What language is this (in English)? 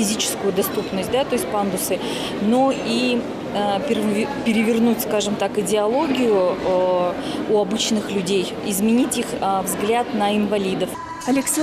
Udmurt